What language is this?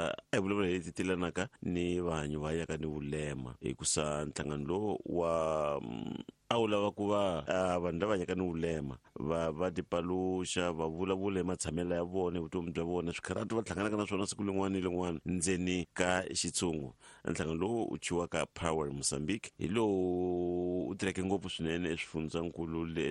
Tsonga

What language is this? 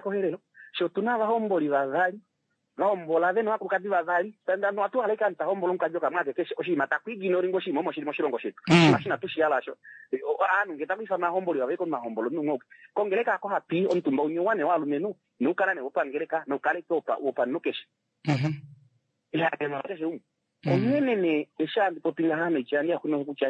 Kuanyama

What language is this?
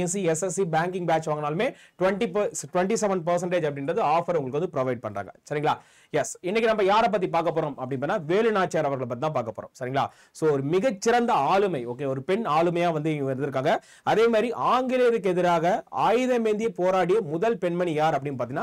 Tamil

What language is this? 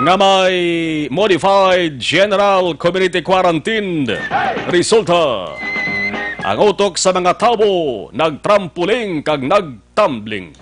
Hiligaynon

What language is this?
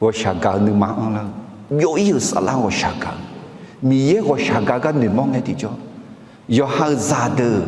Akha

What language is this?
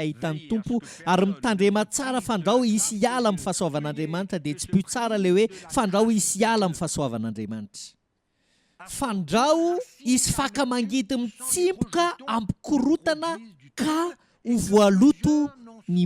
Malagasy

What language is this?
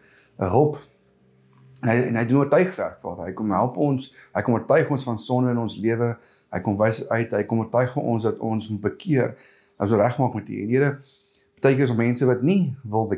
Afrikaans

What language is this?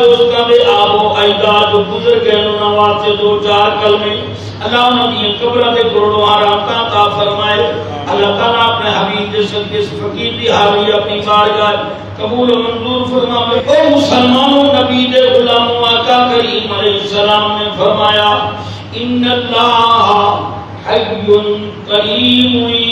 Saraiki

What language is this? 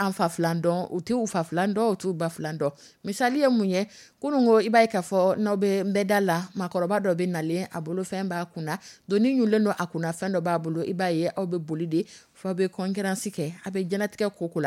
Dyula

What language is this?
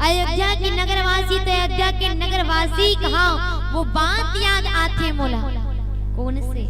Chhattisgarhi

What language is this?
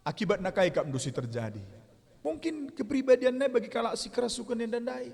Batak Karo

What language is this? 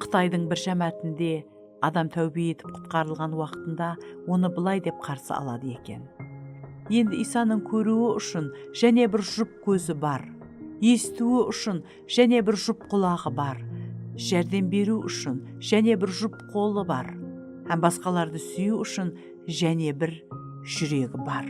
Kara-Kalpak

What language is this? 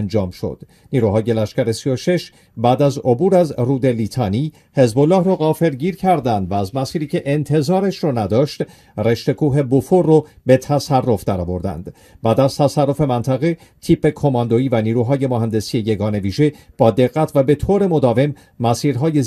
Persian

